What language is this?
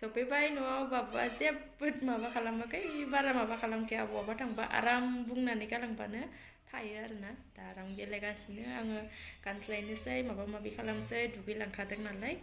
Bodo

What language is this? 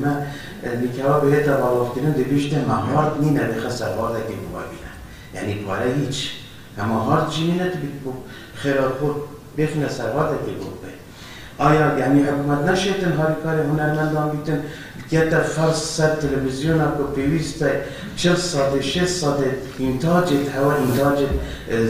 Kurdish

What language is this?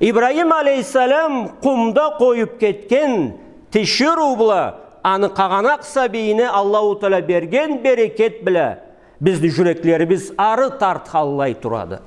Karachay-Balkar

